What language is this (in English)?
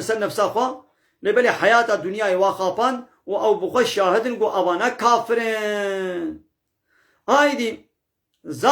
Kurdish